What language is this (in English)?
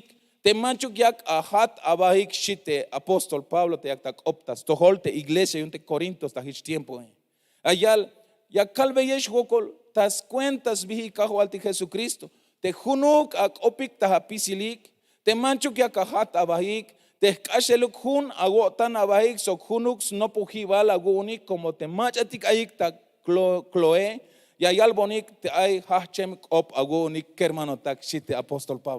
Tzeltal